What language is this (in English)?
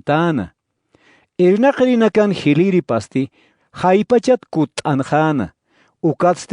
Aymara